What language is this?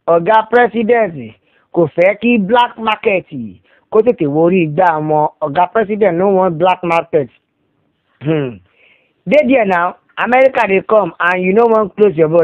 Yoruba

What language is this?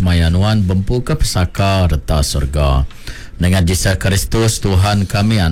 Iban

